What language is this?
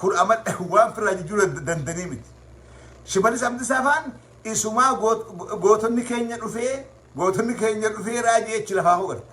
Oromo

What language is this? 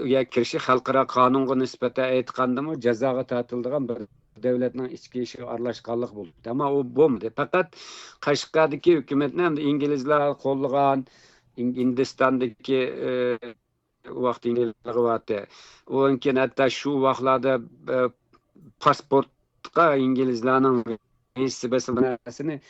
Uyghur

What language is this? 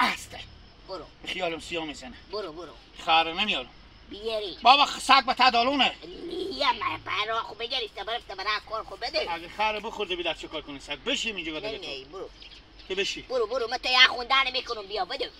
Hazaragi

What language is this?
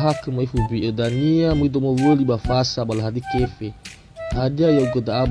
Nias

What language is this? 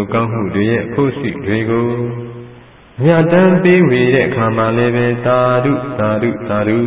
Burmese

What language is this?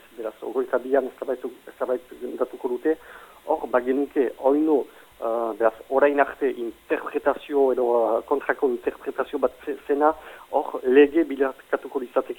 Basque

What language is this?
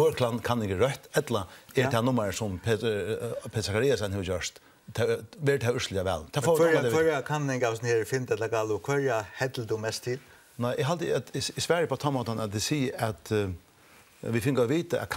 Faroese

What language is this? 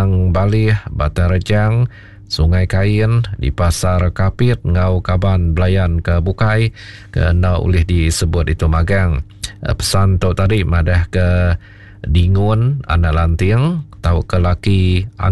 Iban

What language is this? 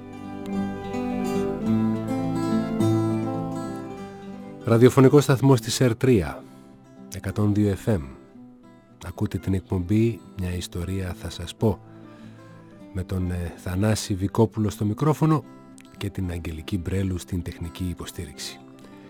Greek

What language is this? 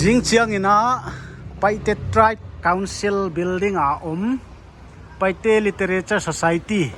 Paite Chin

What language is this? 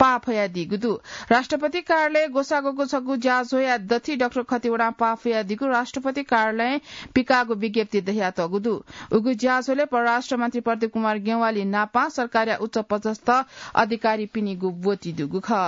Newari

